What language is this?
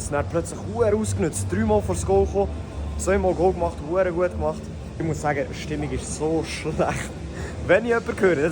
Swiss German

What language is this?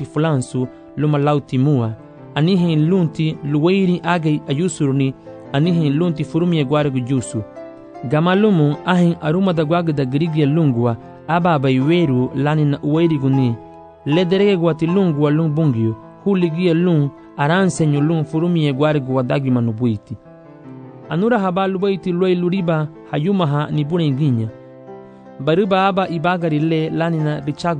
Garifuna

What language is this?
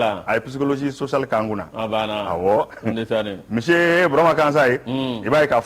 Bambara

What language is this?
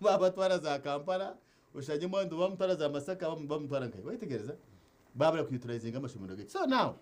Nyankole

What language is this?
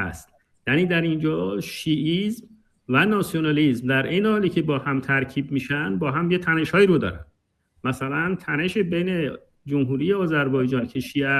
Persian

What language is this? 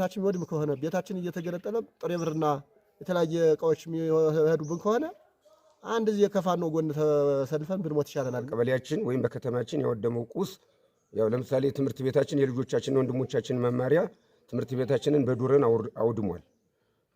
Amharic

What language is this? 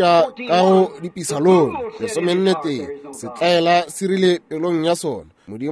Northern Sotho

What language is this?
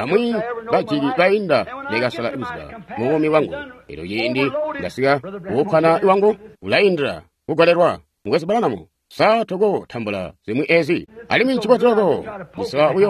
Tonga (Zambia)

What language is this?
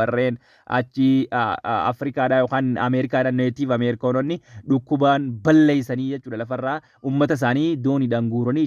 Oromo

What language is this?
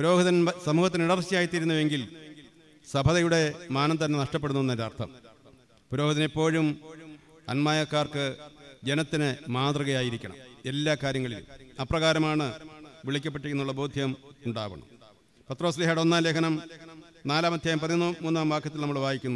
Malayalam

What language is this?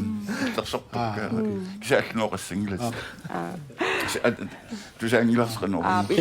Kalaallisut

